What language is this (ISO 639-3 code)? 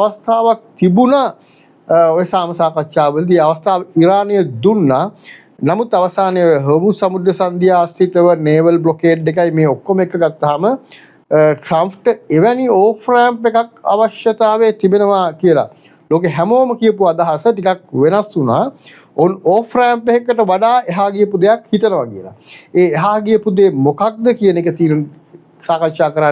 sin